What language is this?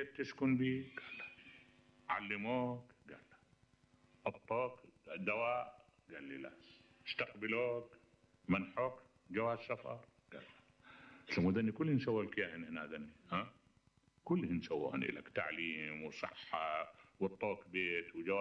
Mesopotamian Arabic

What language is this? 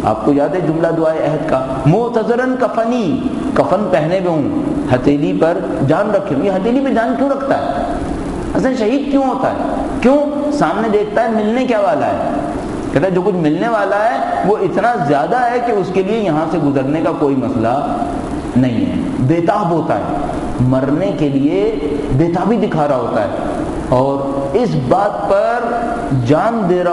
Urdu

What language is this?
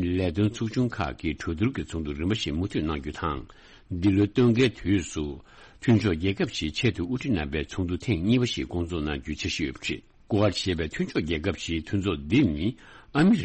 Tibetan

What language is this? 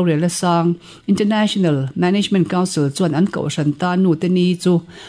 Mizo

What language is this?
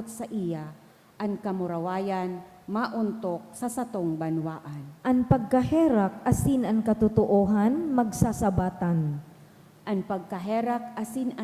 Bikol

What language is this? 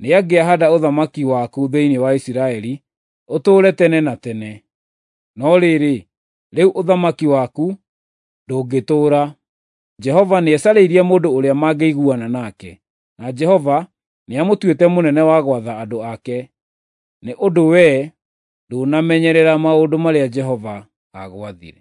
Kikuyu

